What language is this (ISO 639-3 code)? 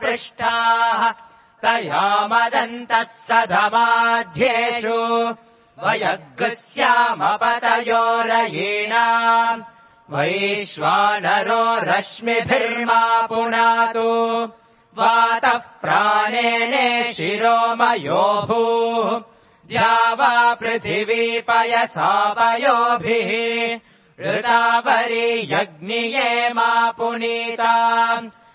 san